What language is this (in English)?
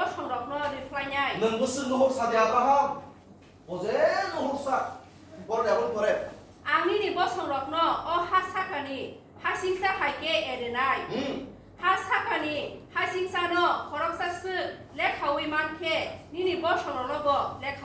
Kok Borok